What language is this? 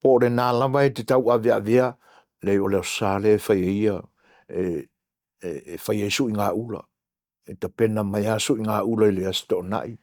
Samoan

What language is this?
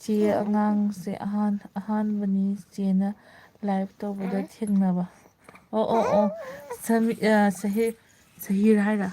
Manipuri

